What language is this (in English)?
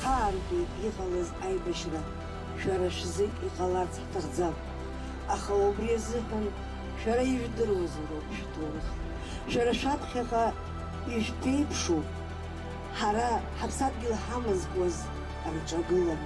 Abkhazian